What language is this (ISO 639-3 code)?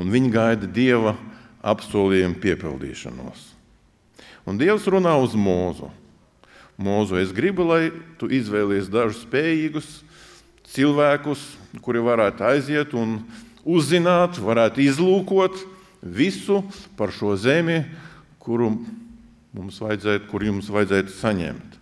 lav